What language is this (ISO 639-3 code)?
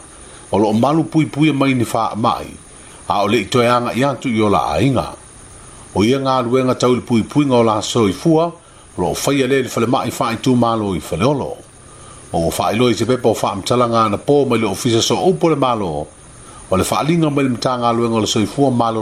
smo